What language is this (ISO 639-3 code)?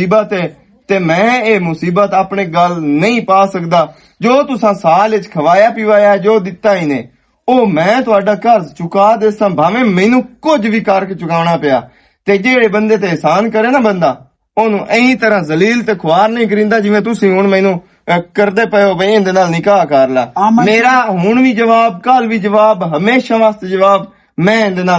lah